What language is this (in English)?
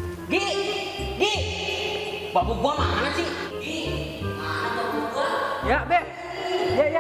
Betawi